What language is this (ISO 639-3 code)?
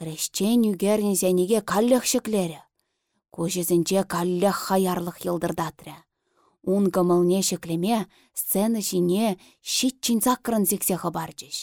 chv